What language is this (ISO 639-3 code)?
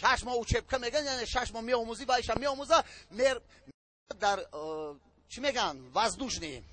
tgk